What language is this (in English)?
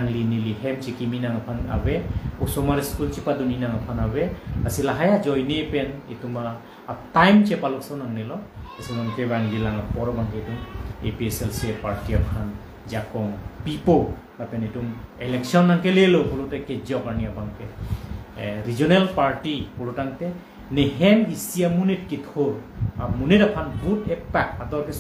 Karbi